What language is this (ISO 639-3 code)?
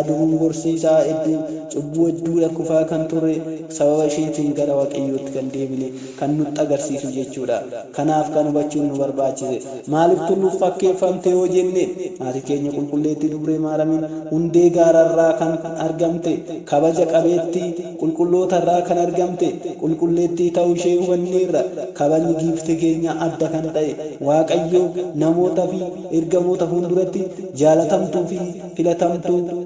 orm